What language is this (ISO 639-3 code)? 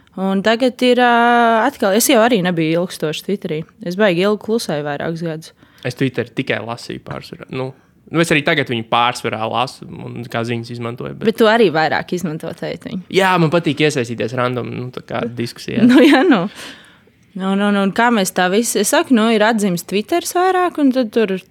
lav